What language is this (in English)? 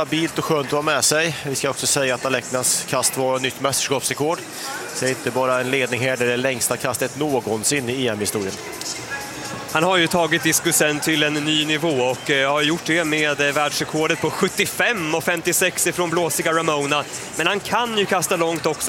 Swedish